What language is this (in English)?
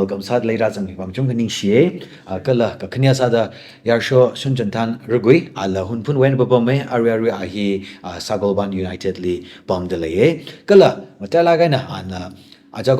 Tangkhul Naga (India)